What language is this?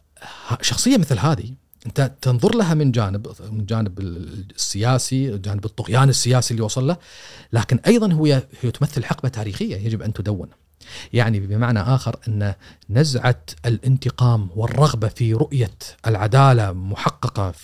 Gulf Arabic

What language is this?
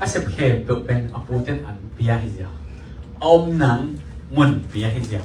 Tedim Chin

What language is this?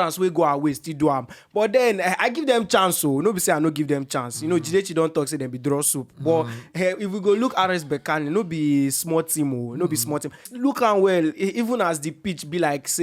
Nigerian Pidgin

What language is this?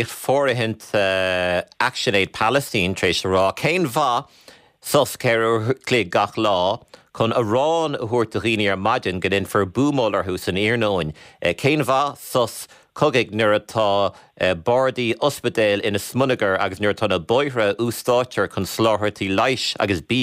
Irish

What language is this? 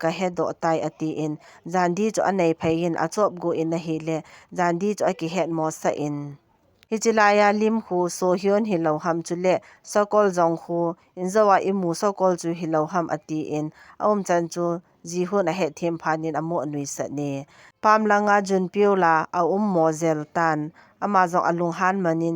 Thado Chin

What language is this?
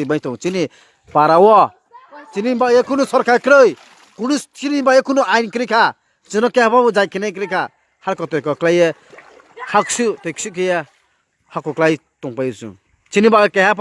Kok Borok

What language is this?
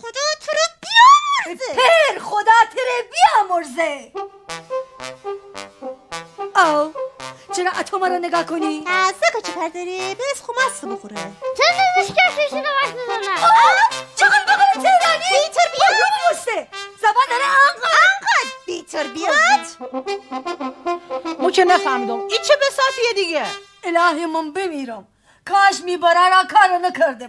Persian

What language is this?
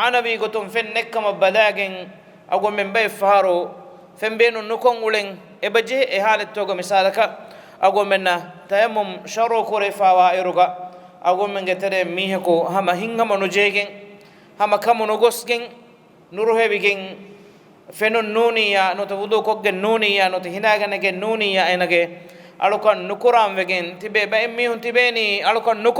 Divehi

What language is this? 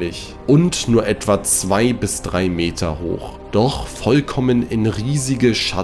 German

